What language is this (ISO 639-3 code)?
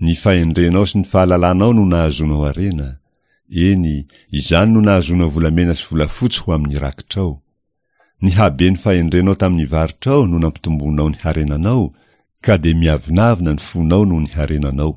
mlg